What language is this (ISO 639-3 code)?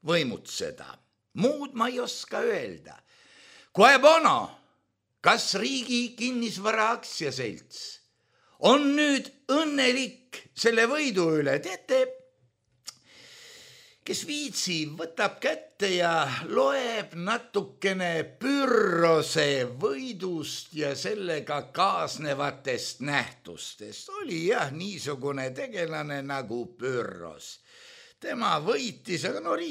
est